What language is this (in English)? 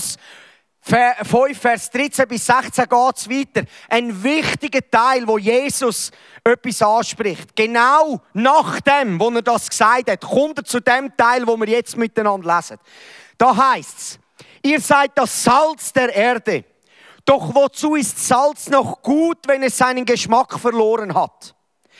Swiss German